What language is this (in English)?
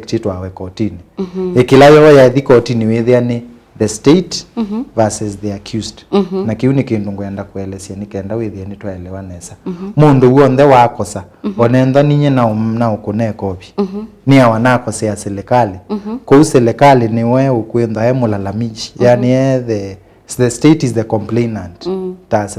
Kamba